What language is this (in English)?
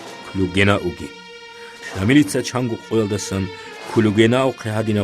Avaric